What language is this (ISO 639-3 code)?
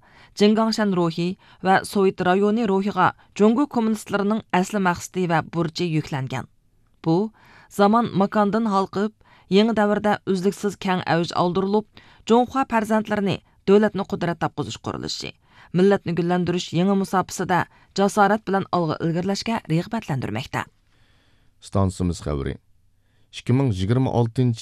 uig